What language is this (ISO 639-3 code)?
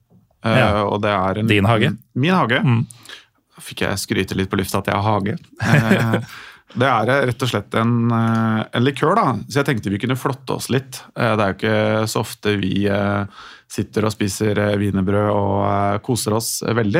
nor